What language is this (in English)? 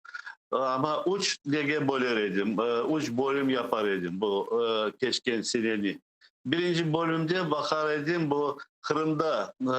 Crimean Tatar